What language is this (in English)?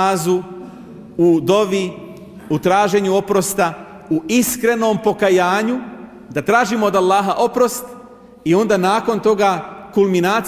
Bosnian